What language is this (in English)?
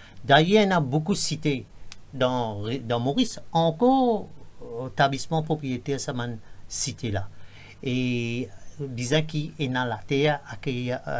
Morisyen